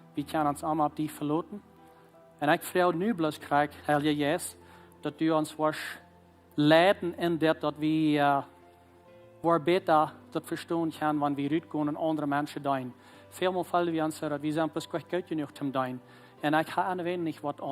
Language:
Plautdietsch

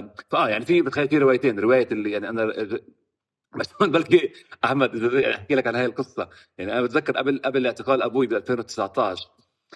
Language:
North Levantine Arabic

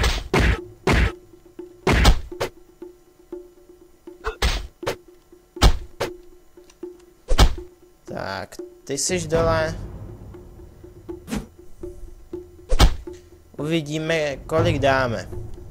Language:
Czech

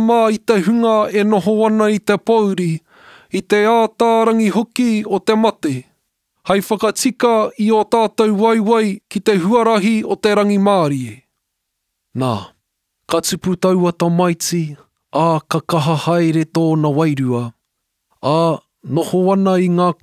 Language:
Māori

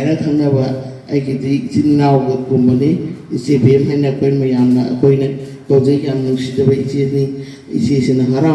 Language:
Manipuri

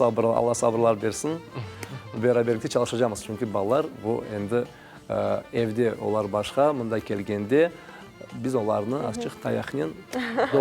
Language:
Crimean Tatar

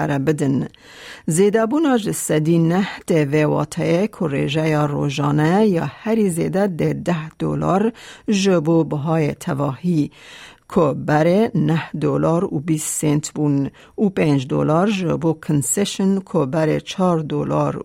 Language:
Kurdish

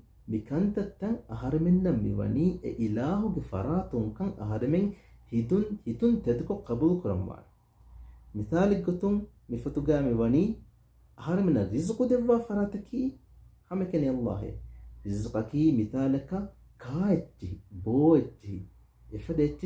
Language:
Divehi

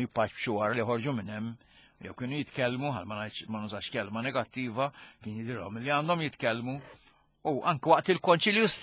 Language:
Maltese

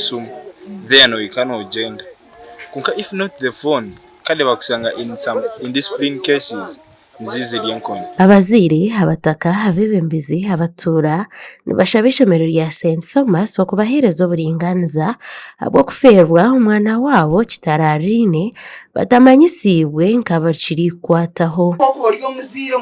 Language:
Nyankole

